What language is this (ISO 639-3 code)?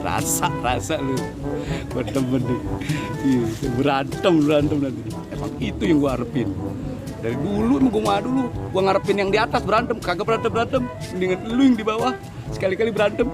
bew